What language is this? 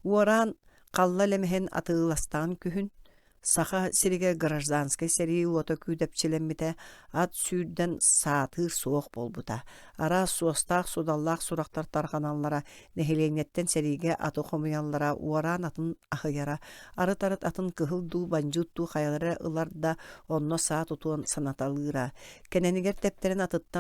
Yakut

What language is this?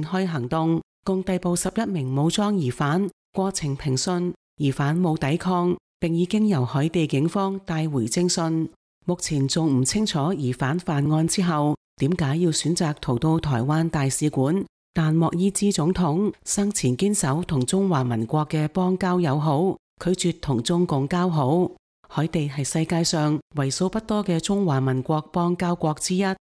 Cantonese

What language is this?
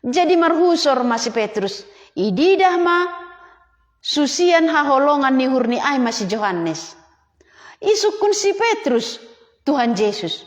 Batak Simalungun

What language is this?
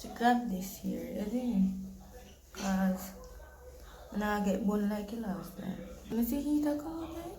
Jamaican Creole English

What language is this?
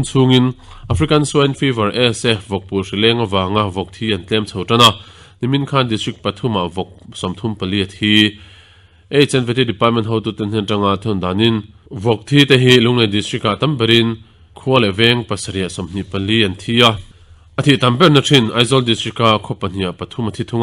Mizo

